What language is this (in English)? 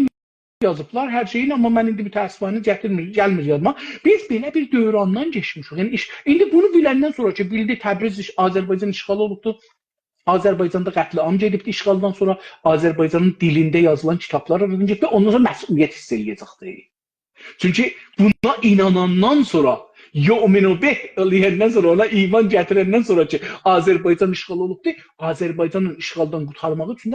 South Azerbaijani